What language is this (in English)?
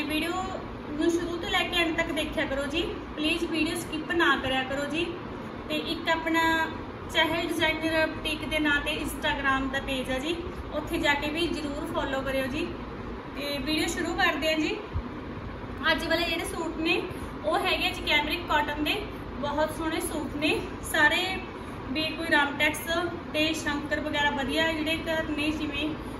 Punjabi